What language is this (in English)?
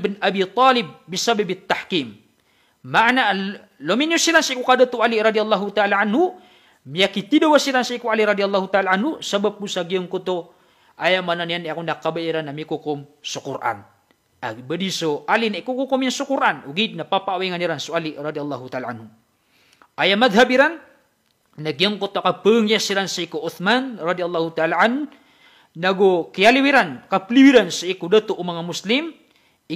Maranao